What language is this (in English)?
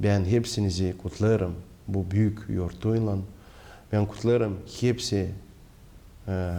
Gagauz